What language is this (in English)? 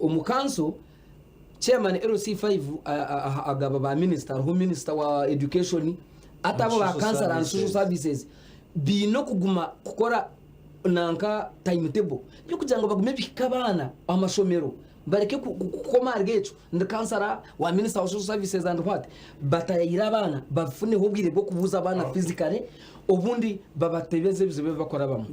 Nyankole